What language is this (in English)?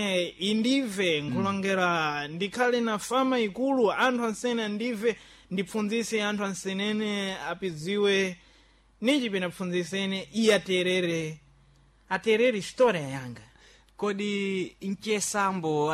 Sena